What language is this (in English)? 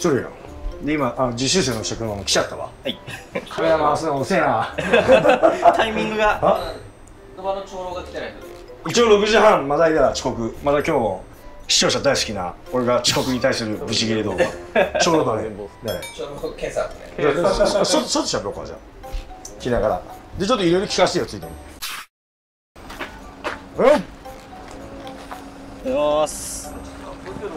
Japanese